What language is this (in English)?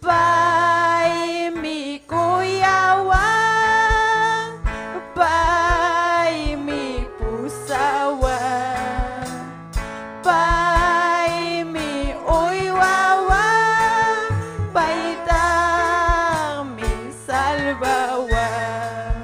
Ayacucho Quechua